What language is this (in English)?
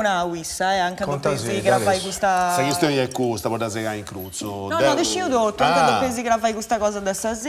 Sardinian